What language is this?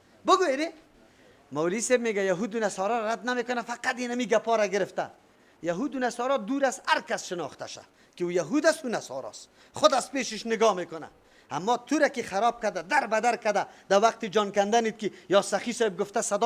Persian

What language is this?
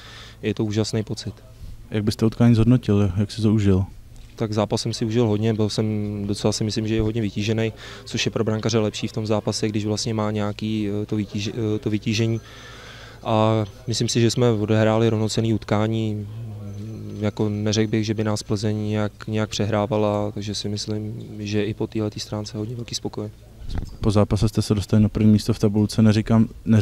Czech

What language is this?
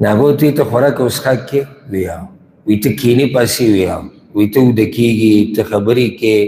Pashto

